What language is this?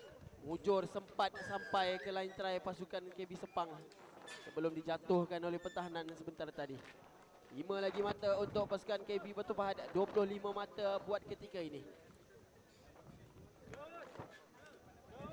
Malay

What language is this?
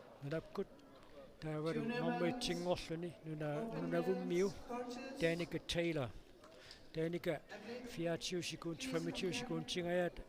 Kalaallisut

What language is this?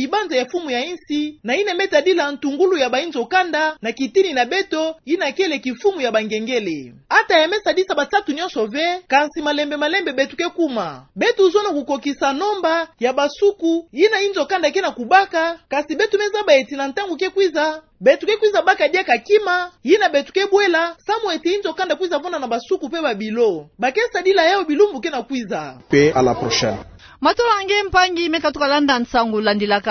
Kituba (Democratic Republic of Congo)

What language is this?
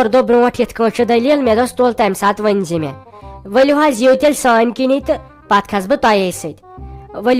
Kashmiri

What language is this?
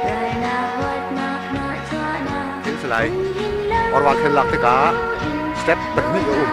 Hakha Chin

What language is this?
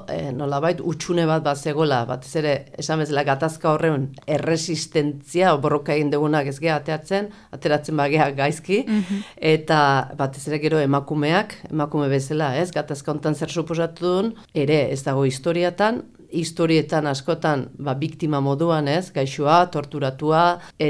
Basque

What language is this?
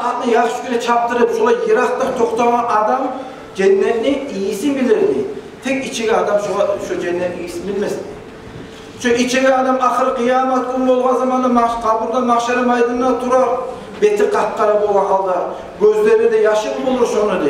Kumyk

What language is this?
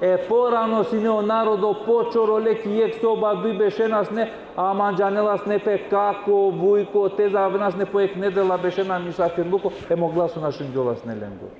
Balkan Romani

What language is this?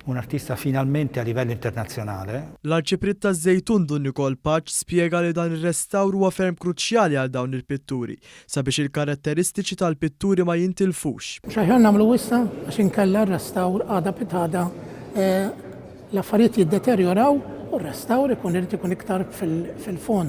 Maltese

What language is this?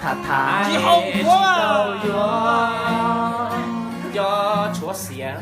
Hmong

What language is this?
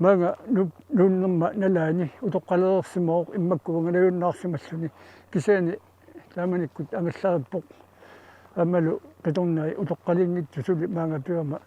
Kalaallisut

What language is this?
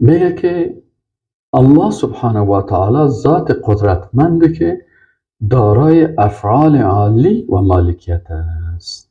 Persian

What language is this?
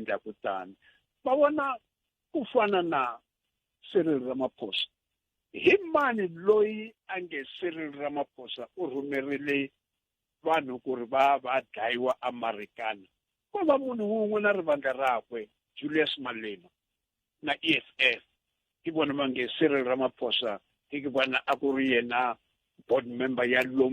Tsonga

